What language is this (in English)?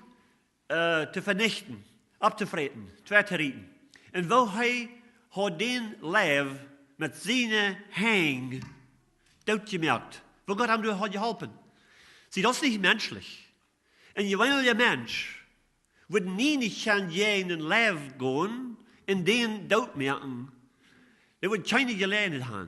Plautdietsch